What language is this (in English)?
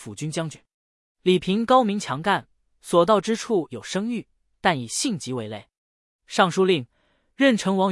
Chinese